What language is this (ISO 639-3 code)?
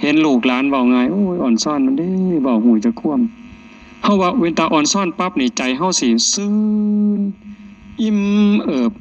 tts